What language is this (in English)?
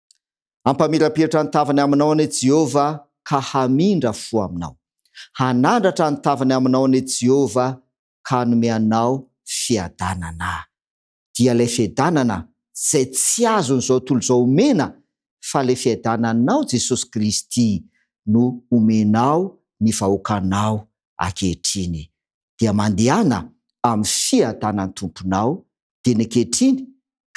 Malagasy